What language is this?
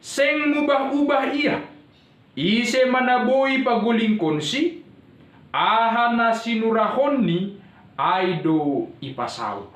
Batak Simalungun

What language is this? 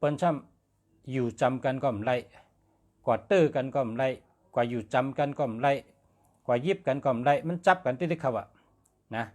Shan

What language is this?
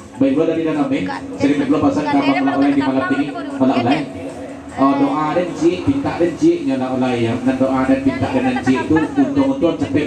Minangkabau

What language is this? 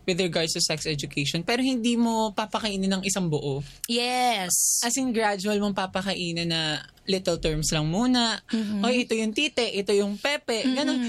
Filipino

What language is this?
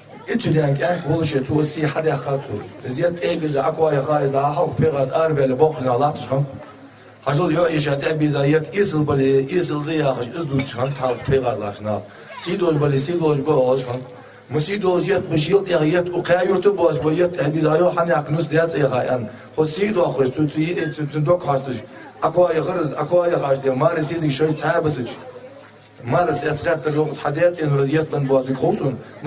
Ingush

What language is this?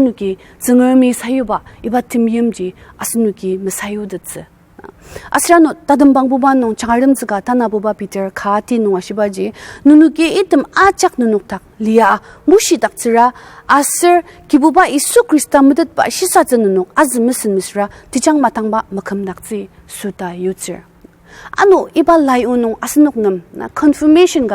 Ao Naga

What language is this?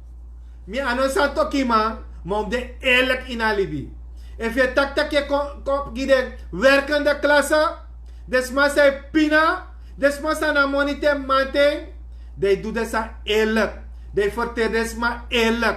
Sranan Tongo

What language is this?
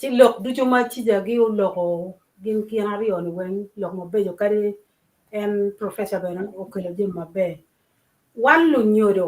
Acoli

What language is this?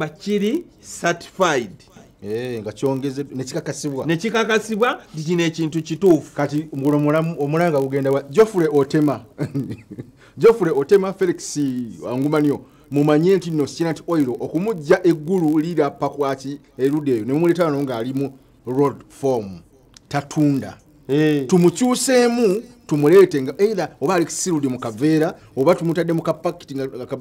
Ganda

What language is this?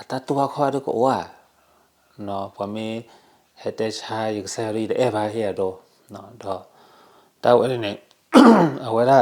S'gaw Karen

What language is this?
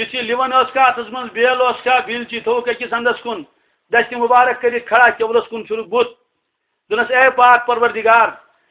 Kashmiri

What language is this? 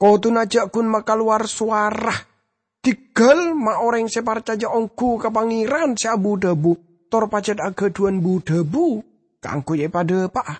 Madurese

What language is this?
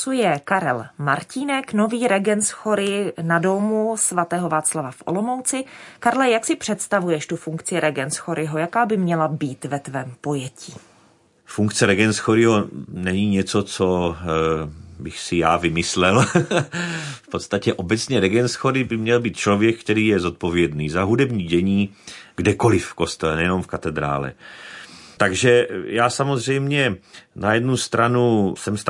Czech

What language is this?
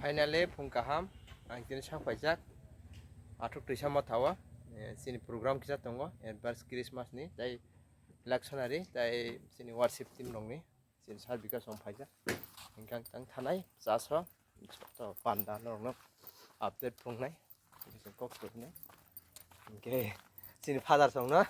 Kok Borok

